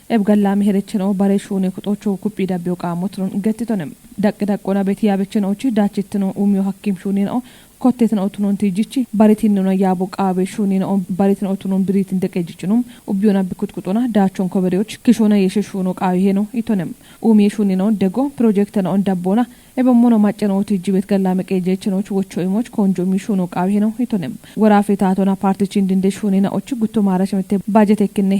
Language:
Kafa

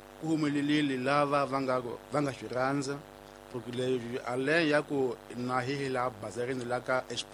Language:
Tsonga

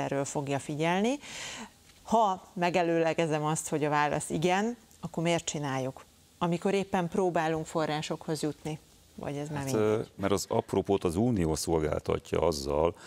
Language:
Hungarian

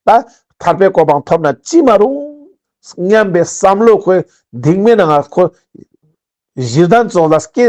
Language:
Ladakhi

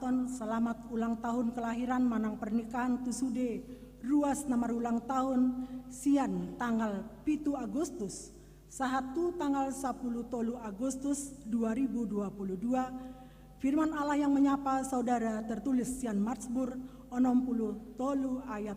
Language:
Batak Toba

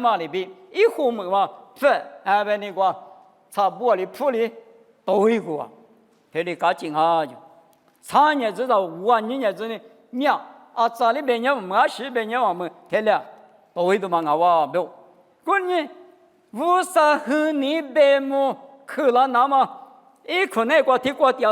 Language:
Lisu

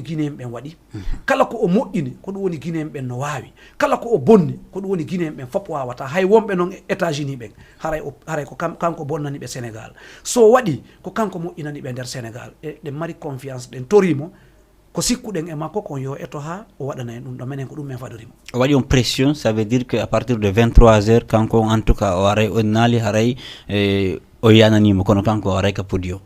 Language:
Fula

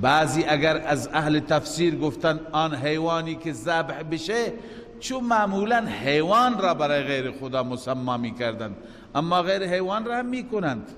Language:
Persian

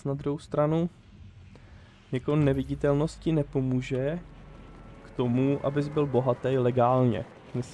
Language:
Czech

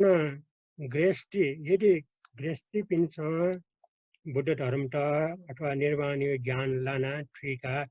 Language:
Newari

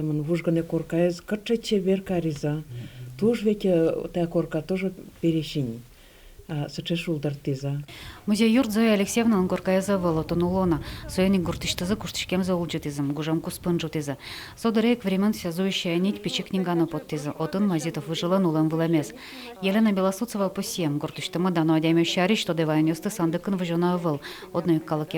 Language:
Udmurt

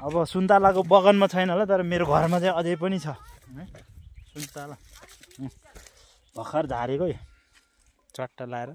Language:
Nepali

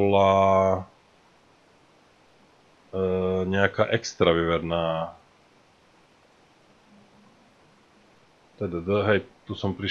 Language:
Slovak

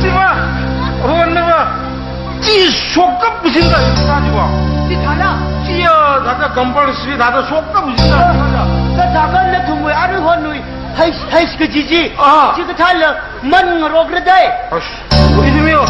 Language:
Tangkhul Naga (India)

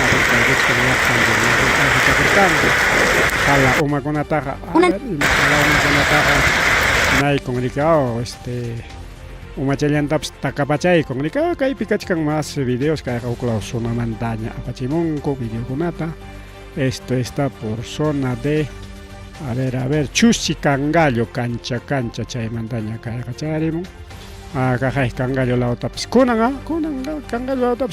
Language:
Ayacucho Quechua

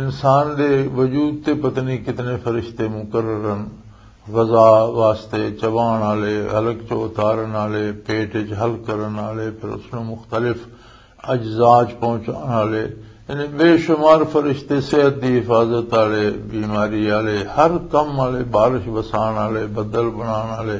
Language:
Western Panjabi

